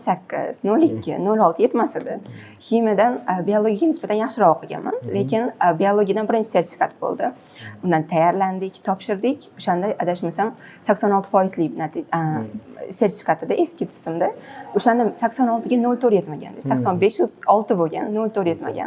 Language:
Uzbek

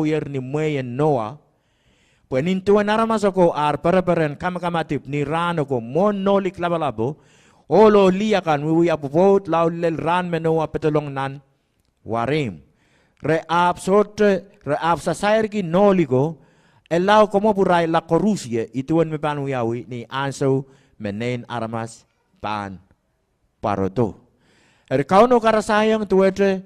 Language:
Pohnpeian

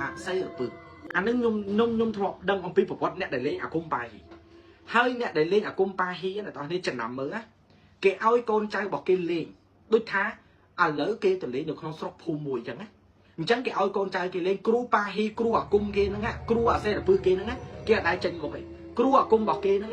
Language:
Khmer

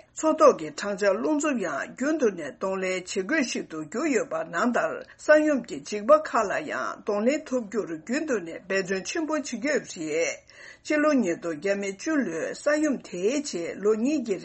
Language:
Tibetan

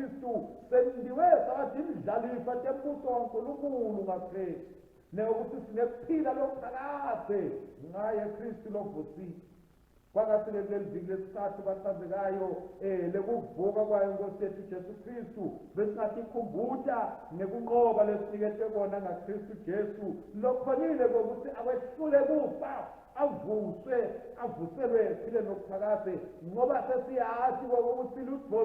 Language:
Swati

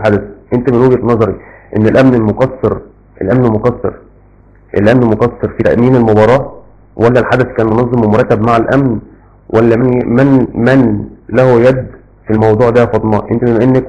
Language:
Egyptian Arabic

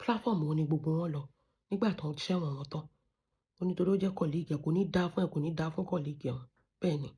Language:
Yoruba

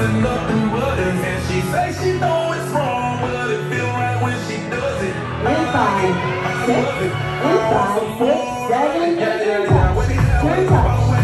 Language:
English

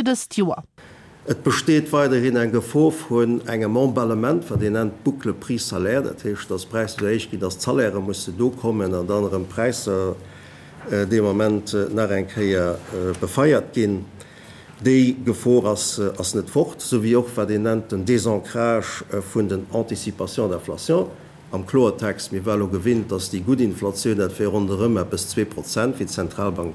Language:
Luxembourgish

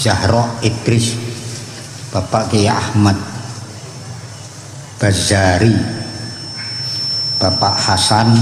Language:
Indonesian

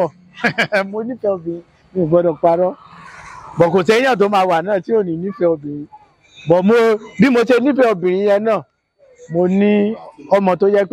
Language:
Yoruba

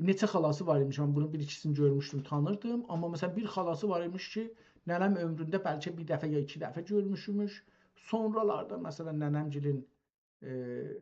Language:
South Azerbaijani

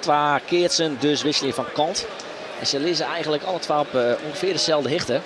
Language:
Western Frisian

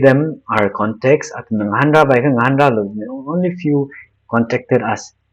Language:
Tangkhul Naga (India)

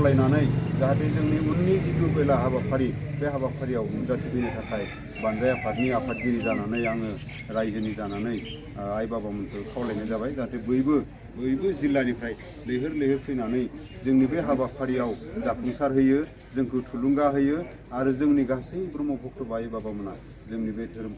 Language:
Bodo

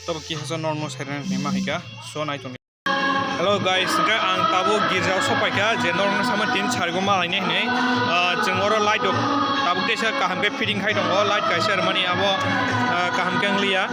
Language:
Kok Borok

